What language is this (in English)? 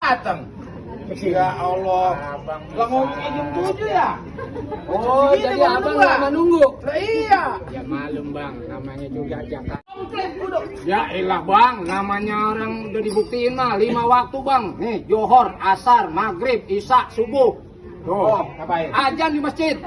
Betawi